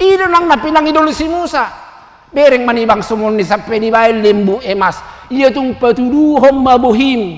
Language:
Batak Toba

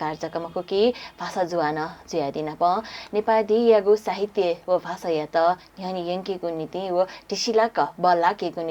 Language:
Newari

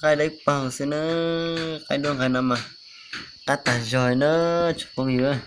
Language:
Hmong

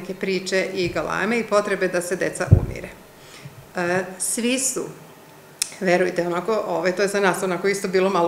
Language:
Serbian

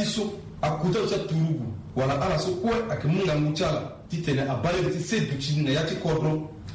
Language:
Sango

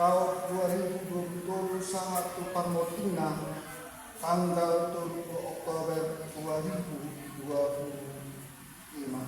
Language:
Batak Toba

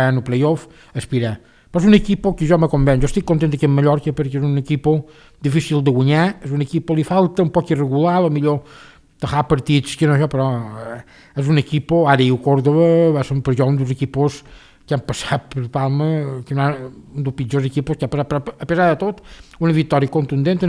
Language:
Catalan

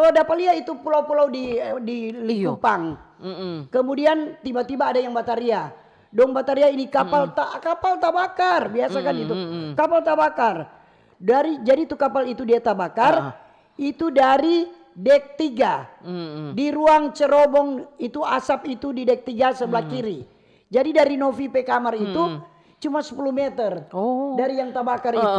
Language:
Manado Malay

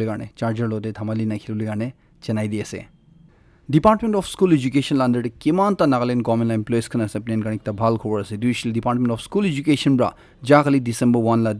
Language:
Naga Pidgin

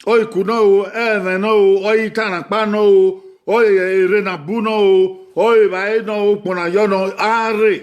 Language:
Bini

